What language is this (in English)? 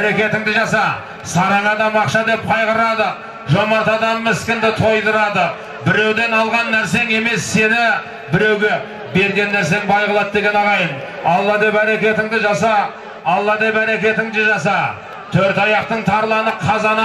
Kazakh